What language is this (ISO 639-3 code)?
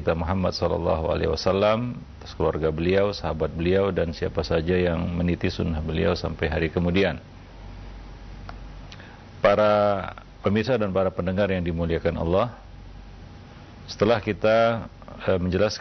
ind